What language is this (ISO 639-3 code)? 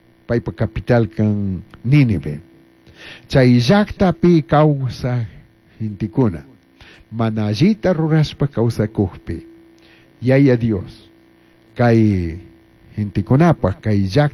qug